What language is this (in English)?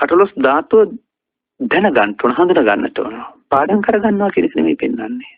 Sinhala